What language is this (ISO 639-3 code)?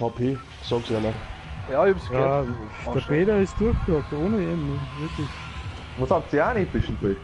bar